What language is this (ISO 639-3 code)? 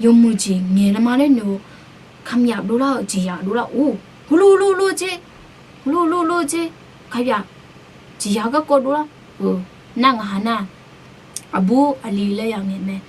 ahk